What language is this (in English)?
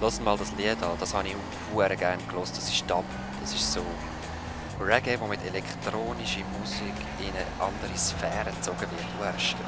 Swiss German